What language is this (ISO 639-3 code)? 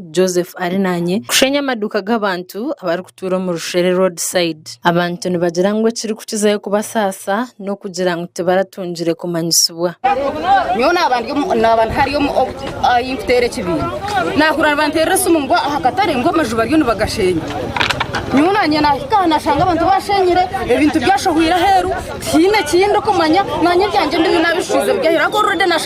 nyn